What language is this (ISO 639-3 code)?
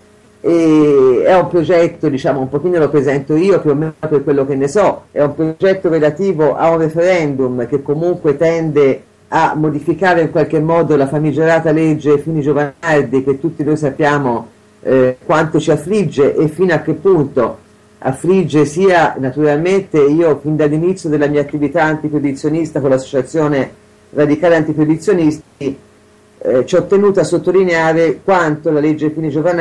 ita